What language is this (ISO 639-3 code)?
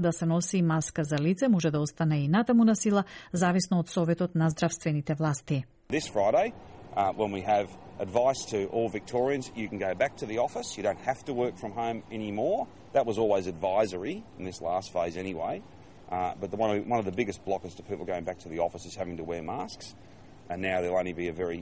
mkd